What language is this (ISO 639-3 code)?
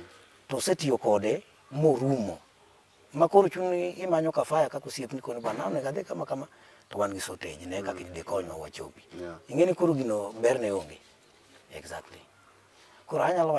luo